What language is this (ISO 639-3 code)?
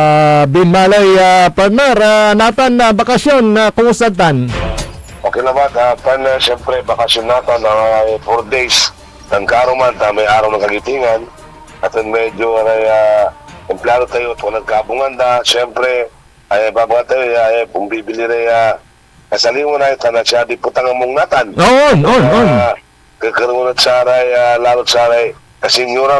pag